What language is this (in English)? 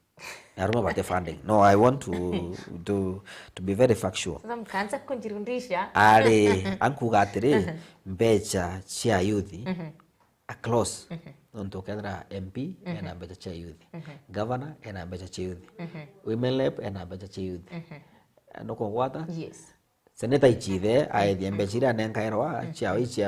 Meru